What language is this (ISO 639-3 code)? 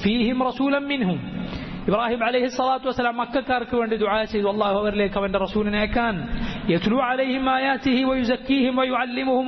mal